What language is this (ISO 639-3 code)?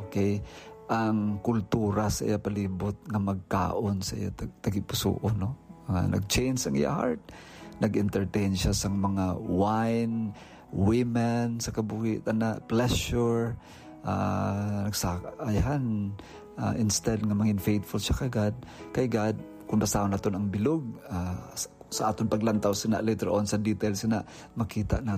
hil